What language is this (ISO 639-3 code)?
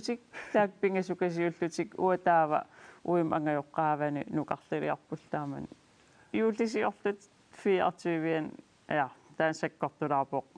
kal